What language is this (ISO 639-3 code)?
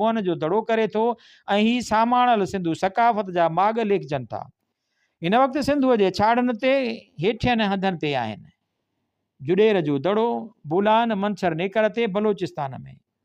snd